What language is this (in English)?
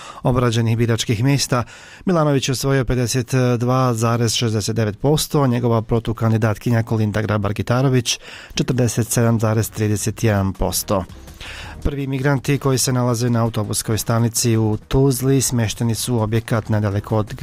Bosnian